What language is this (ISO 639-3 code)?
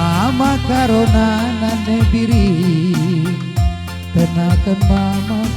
btx